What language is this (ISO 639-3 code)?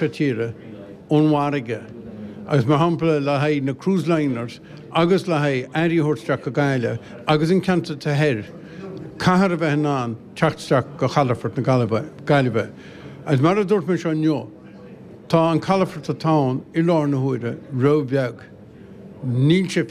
gle